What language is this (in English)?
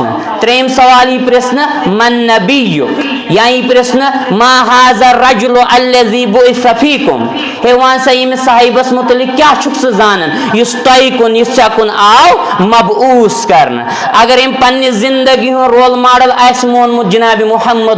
Kashmiri